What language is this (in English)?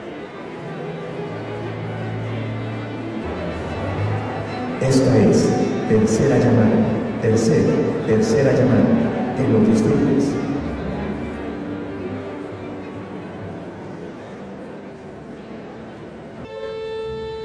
Spanish